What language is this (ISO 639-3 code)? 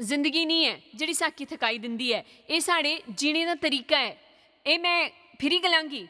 doi